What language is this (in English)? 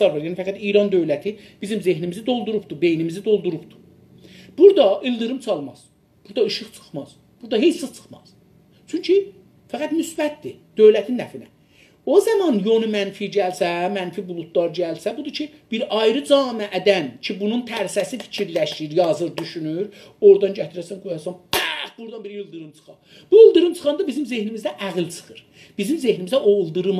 South Azerbaijani